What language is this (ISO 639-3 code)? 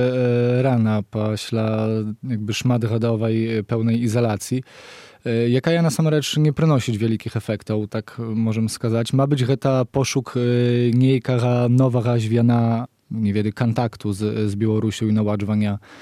bel